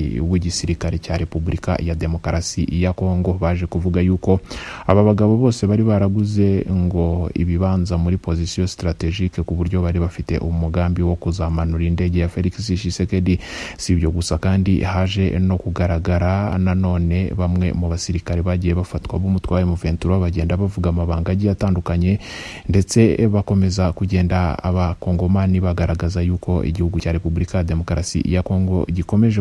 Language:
Kinyarwanda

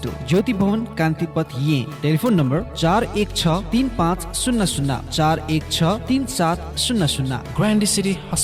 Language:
Newari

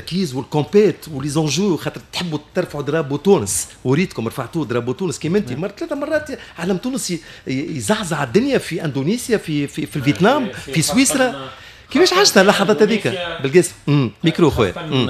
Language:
Tunisian Arabic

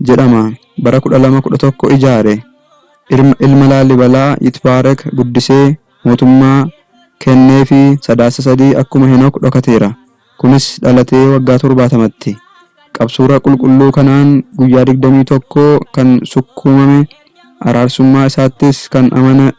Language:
Oromo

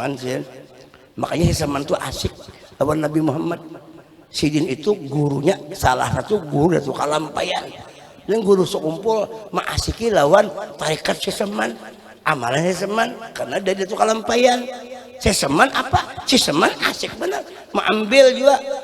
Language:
Banjar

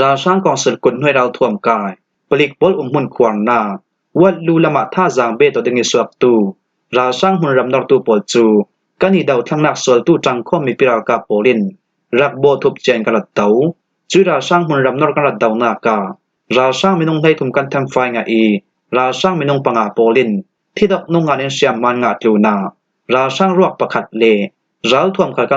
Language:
Falam Chin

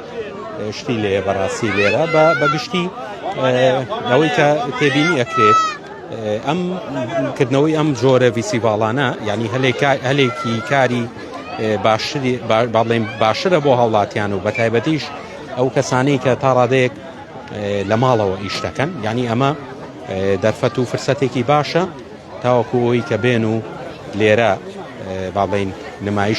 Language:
Central Kurdish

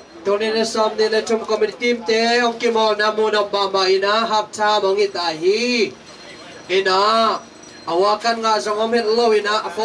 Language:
Tedim Chin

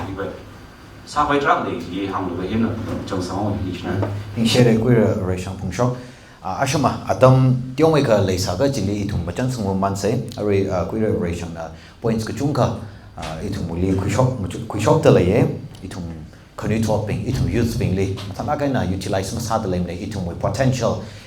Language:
Tangkhul Naga (India)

